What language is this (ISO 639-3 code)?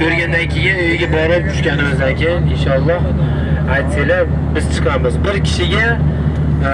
uzb